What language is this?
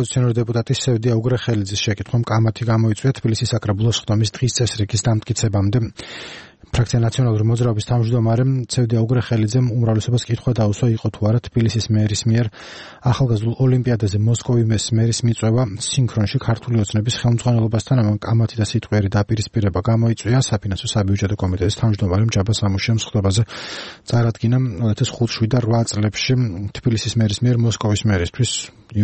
Georgian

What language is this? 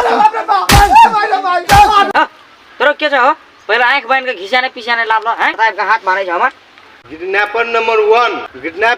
Maithili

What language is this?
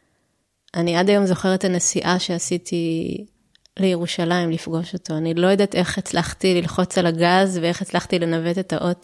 Hebrew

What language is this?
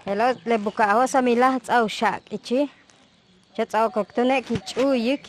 Yucateco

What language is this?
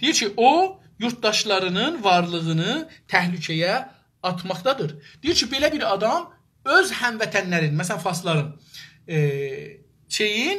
South Azerbaijani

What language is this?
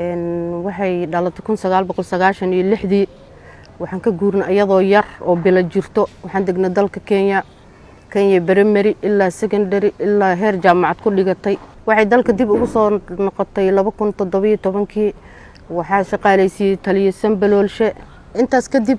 Somali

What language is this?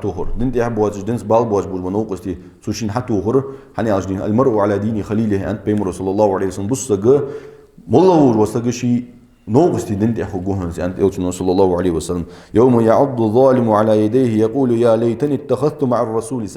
Ingush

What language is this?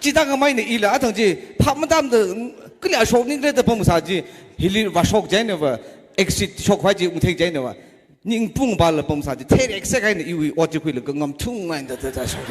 Tangkhul Naga (India)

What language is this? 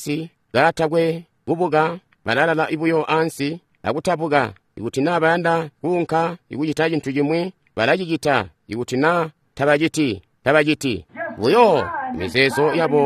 Tonga (Zambia)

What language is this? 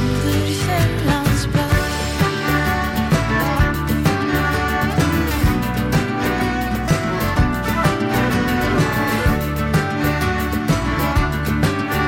Norwegian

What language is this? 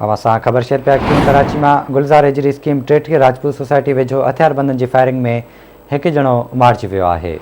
Sindhi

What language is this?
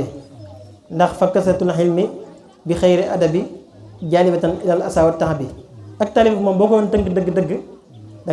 Wolof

